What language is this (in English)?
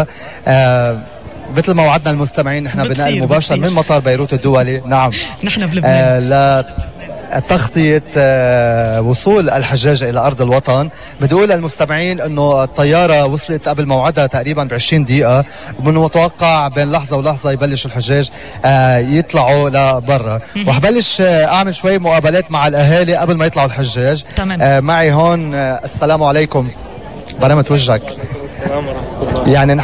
North Levantine Arabic